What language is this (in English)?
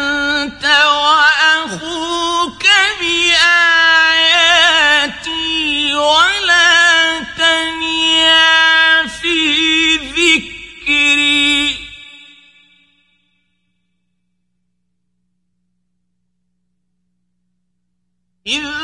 Arabic